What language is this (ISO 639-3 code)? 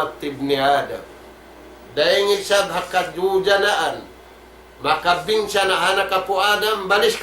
tsg